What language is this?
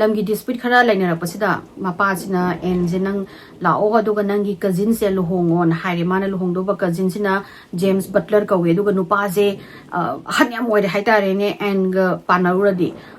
Manipuri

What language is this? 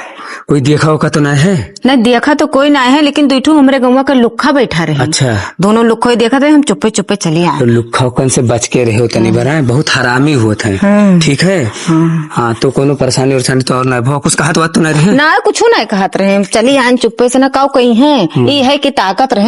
Awadhi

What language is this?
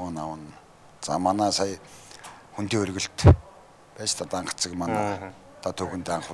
Mongolian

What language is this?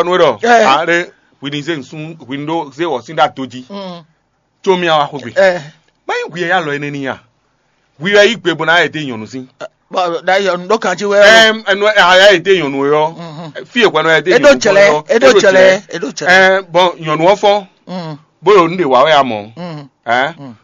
Fon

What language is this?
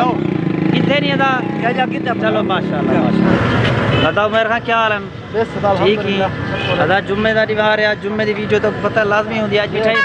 Saraiki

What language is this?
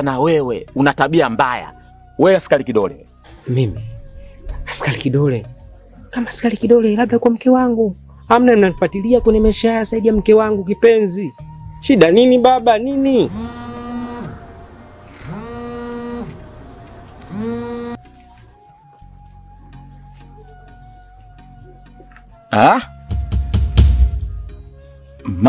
Swahili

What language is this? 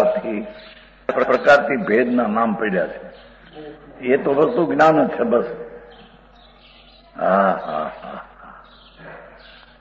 Gujarati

